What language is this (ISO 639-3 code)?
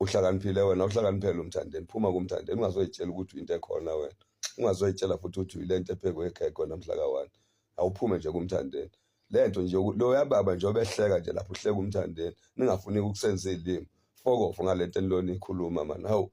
zul